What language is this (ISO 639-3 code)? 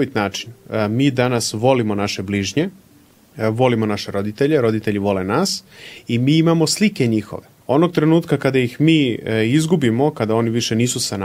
srp